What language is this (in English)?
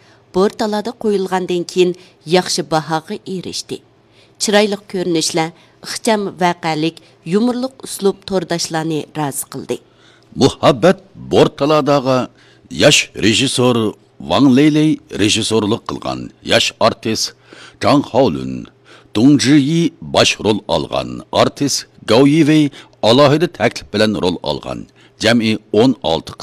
Uyghur